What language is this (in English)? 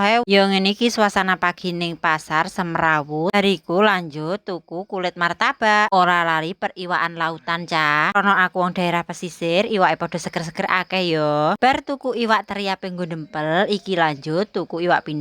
Javanese